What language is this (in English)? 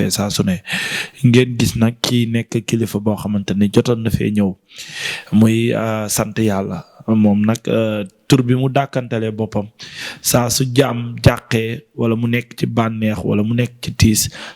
Wolof